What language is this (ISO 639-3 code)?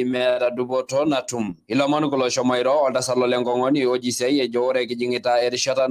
mas